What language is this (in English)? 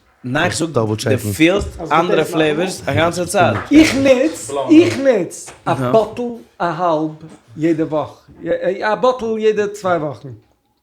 Yiddish